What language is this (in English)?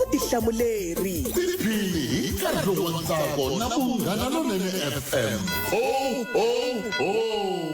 Tsonga